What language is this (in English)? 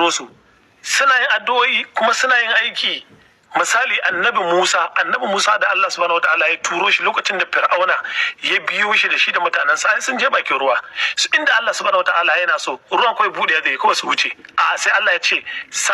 Hausa